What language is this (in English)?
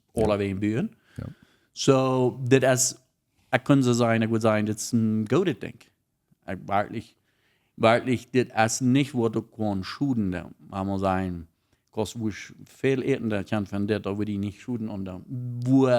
Plautdietsch